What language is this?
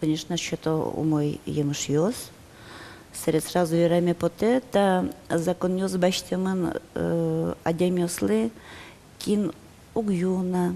Udmurt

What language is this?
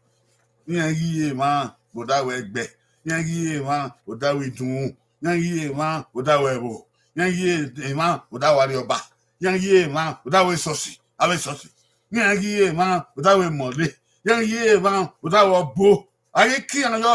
Bini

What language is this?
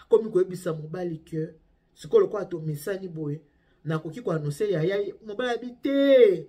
Lingala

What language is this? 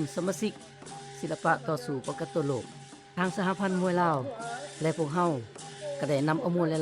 Lao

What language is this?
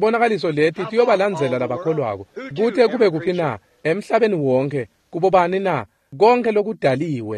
Swati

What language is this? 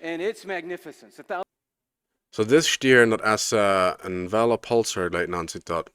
Plautdietsch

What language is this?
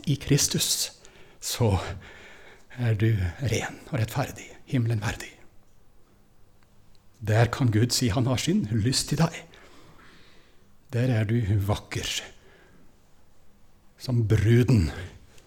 Norwegian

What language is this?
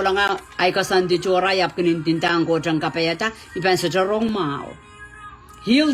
Pohnpeian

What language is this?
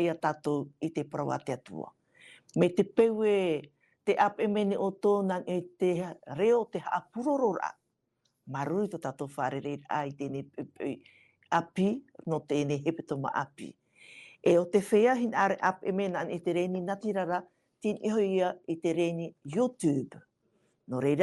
Tahitian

